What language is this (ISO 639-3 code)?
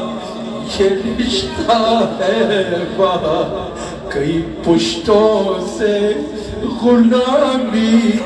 urd